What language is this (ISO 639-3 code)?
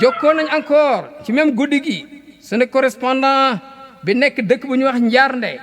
wol